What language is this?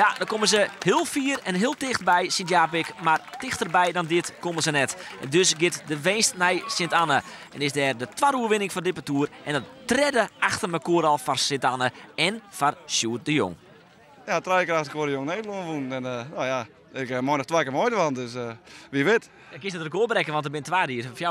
Western Frisian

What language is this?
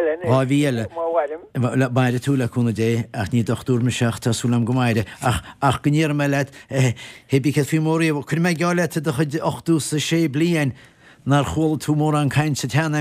Irish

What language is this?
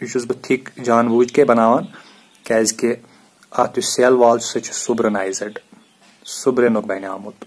Kashmiri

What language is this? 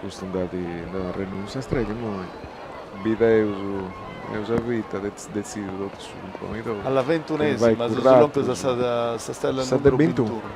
Sardinian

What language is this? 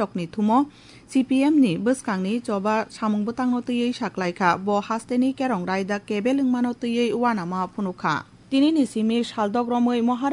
Kok Borok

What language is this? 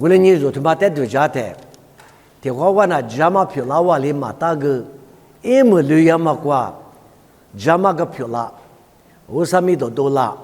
Lisu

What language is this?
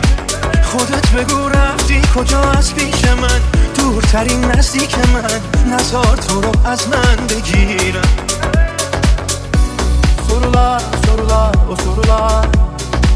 Persian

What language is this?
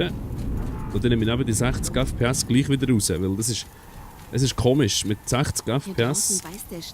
Swiss German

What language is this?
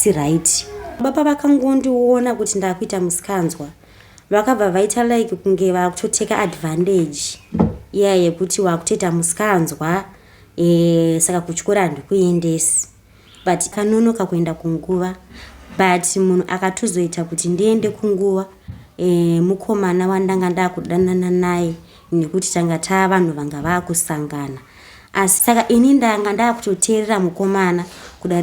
Shona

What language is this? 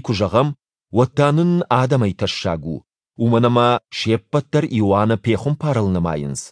Ossetic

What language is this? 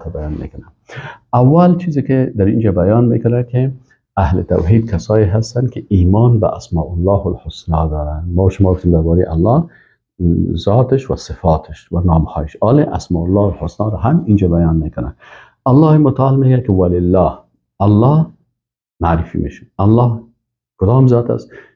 Persian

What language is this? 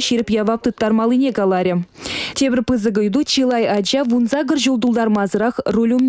Chuvash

